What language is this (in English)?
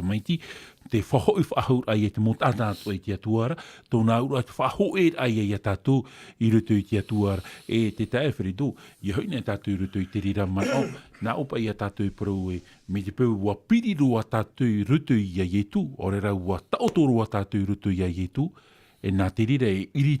Tahitian